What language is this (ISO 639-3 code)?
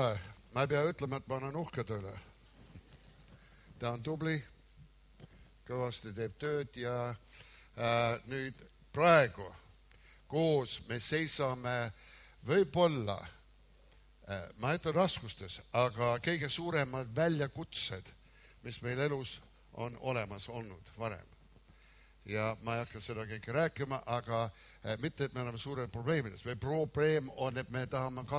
est